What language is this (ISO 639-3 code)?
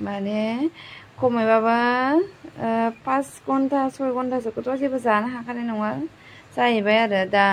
brx